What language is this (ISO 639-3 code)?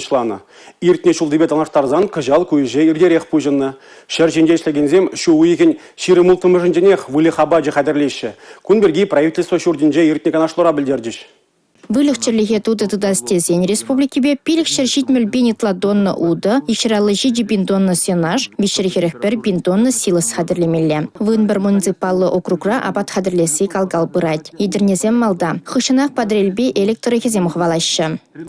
chv